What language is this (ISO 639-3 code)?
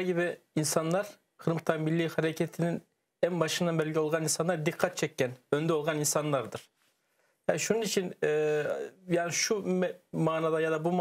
crh